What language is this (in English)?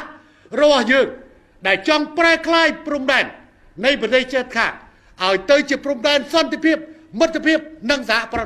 Khmer